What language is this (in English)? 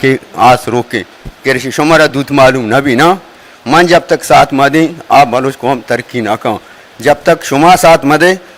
Baluchi